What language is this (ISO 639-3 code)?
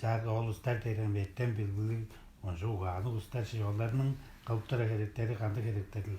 tyv